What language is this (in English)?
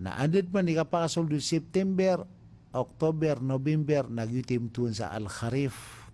Maranao